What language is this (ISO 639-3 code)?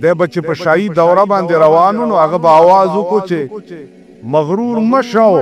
pus